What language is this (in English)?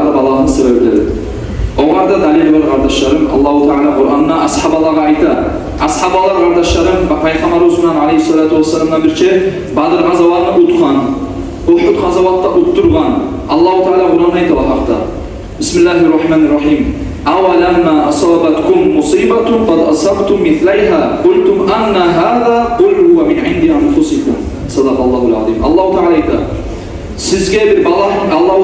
Kumyk